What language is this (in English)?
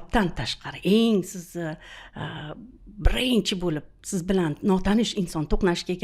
Uzbek